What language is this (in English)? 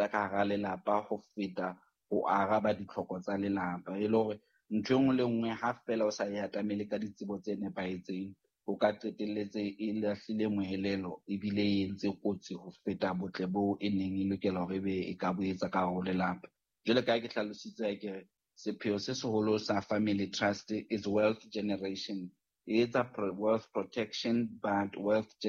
Southern Sotho